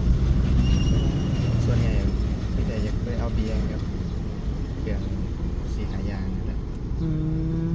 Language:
Northeastern Thai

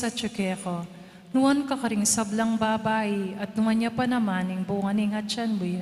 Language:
Pampanga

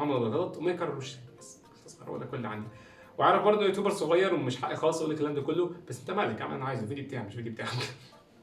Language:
Egyptian Arabic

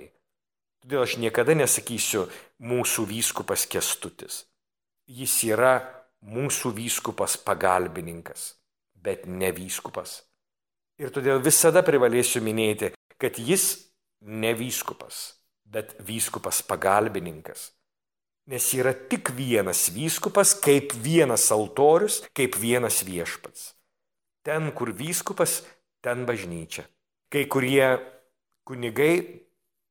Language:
Lithuanian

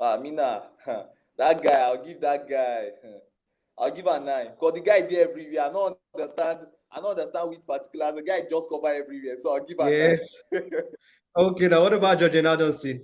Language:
Nigerian Pidgin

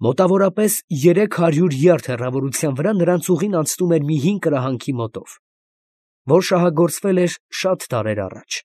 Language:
Armenian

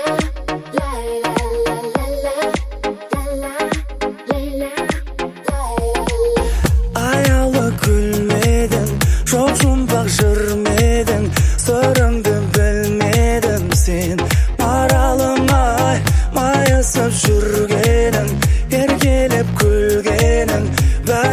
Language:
Kazakh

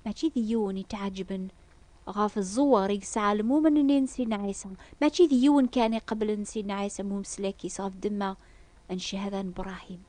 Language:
Kabyle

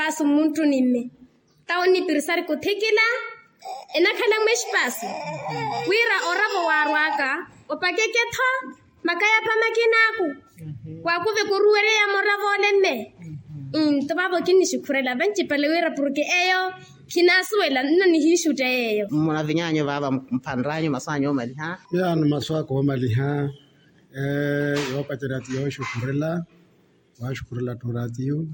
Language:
Makhuwa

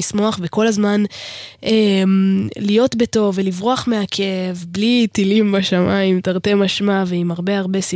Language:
Hebrew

